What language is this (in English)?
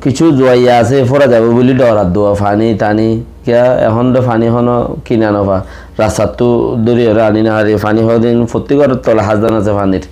Rohingya